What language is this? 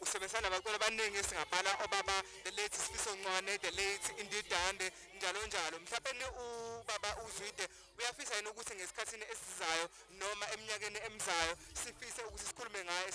Zulu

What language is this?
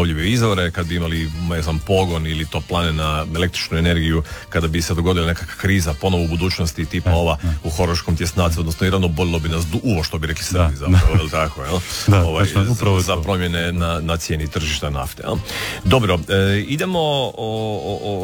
Croatian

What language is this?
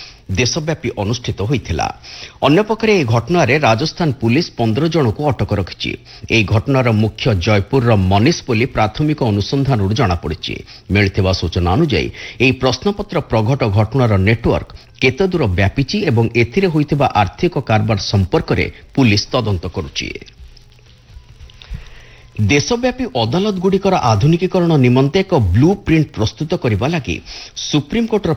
Odia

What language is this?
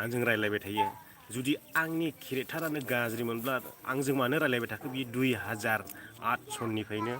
Bodo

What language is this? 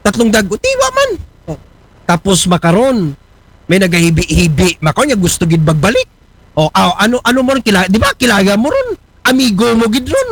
Aklanon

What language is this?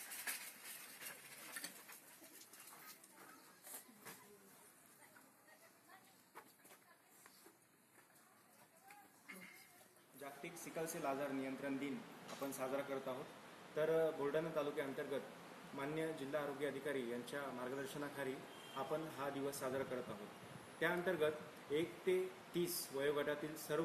Marathi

